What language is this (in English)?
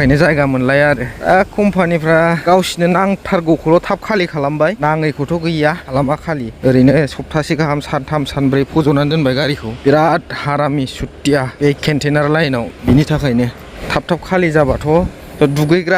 Bodo